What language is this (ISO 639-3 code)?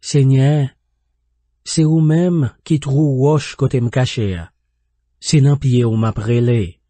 hat